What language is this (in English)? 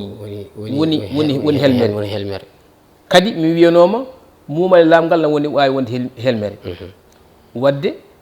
Fula